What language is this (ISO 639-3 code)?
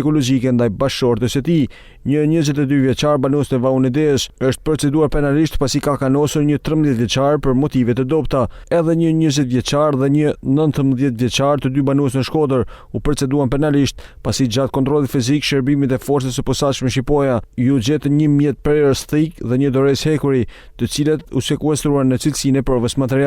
sqi